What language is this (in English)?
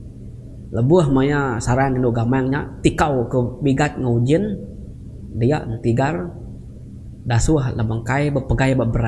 Iban